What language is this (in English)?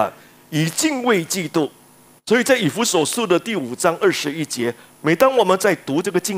Chinese